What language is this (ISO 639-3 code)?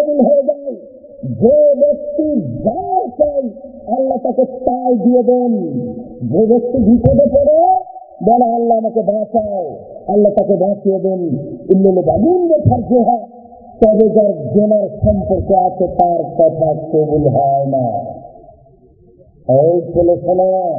ben